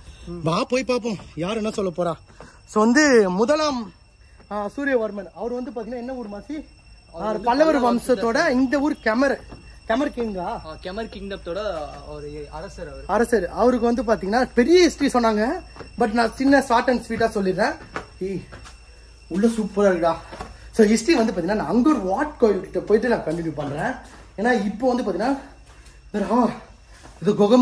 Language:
Tamil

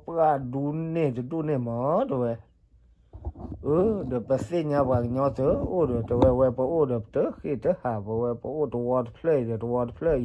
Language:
S'gaw Karen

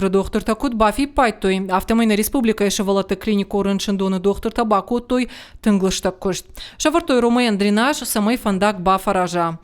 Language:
Ossetic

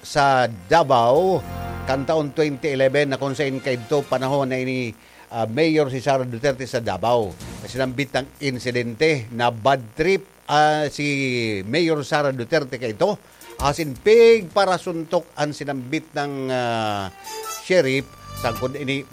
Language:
Bikol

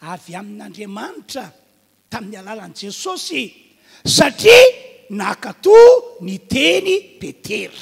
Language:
Malagasy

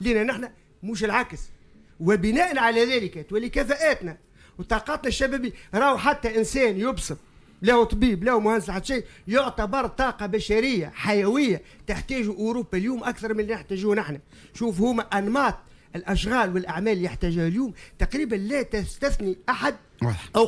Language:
Tunisian Arabic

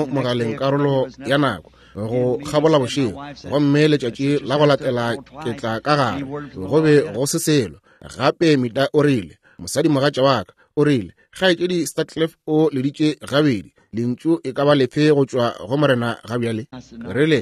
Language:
Northern Sotho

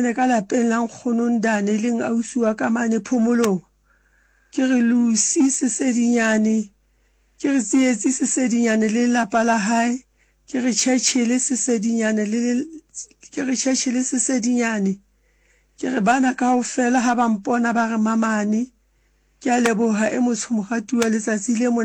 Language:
Southern Sotho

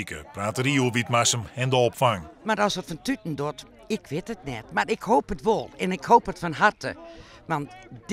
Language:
Western Frisian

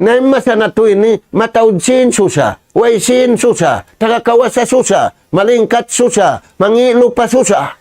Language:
Tausug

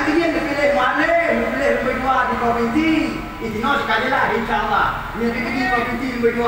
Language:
Achinese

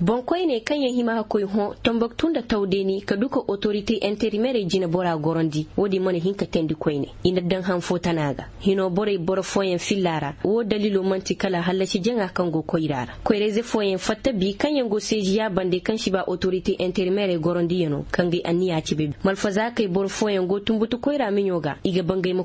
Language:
Koyraboro Senni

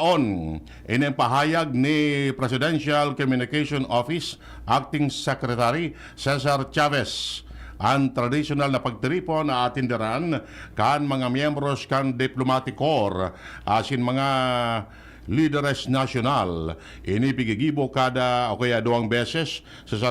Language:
Bikol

